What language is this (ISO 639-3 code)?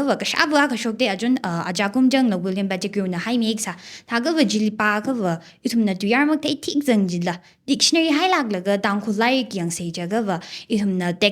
nmf